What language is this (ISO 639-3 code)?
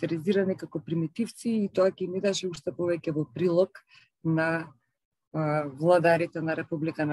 mkd